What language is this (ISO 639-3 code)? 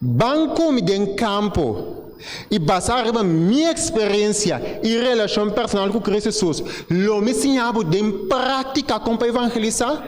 pap